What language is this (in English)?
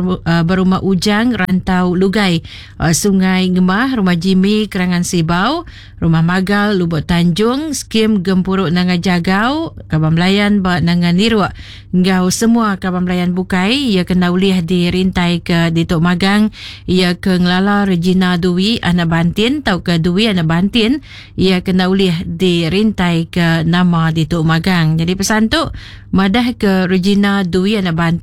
Iban